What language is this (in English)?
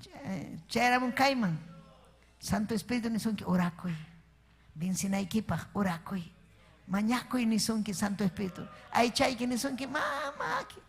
Ayacucho Quechua